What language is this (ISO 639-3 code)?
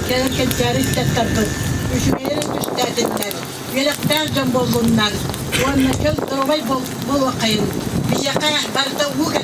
sah